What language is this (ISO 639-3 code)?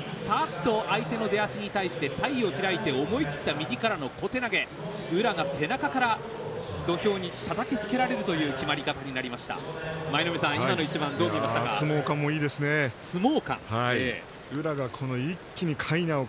jpn